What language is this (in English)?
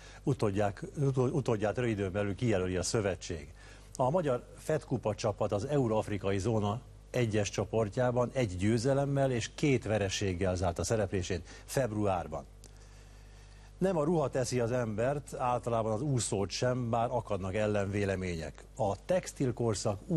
Hungarian